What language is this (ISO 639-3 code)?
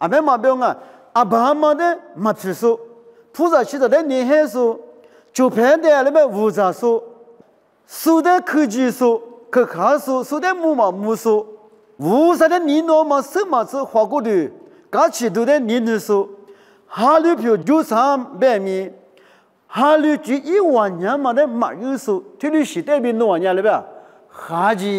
lis